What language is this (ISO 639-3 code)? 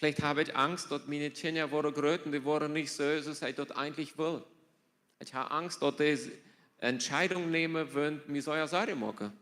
pdt